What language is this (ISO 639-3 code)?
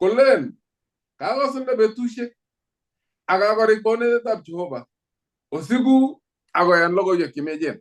kln